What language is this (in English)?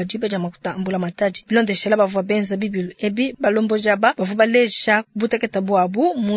Luba-Lulua